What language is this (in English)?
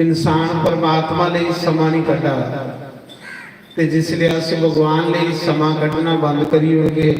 Dogri